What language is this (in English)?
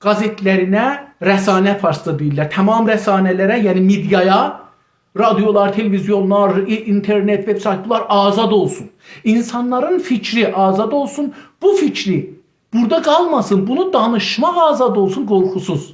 South Azerbaijani